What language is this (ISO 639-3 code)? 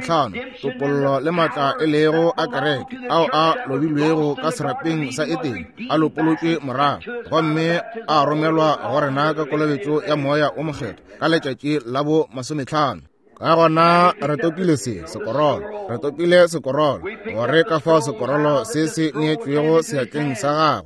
nso